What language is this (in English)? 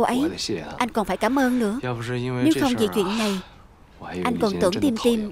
Vietnamese